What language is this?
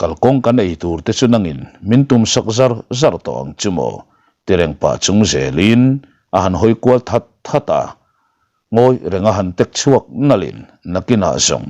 Mizo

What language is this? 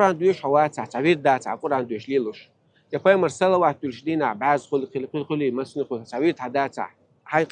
Chechen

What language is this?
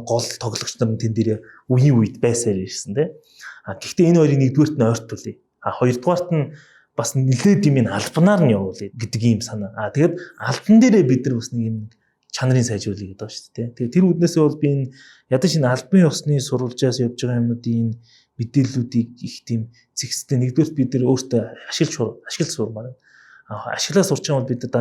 Mongolian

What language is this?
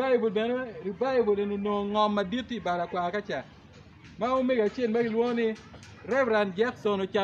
Acoli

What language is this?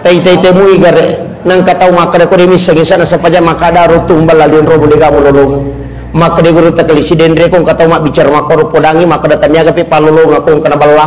Buginese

